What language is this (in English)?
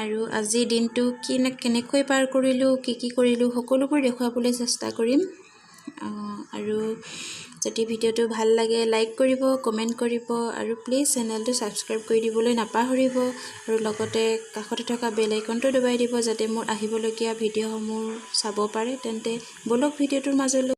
Assamese